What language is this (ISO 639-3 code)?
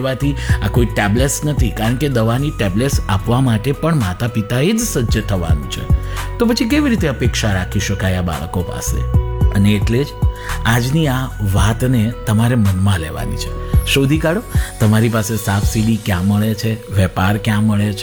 guj